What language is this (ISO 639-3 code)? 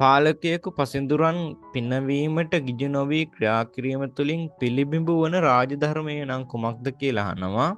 sin